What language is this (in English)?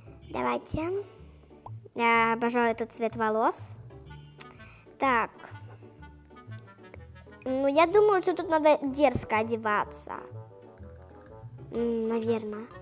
Russian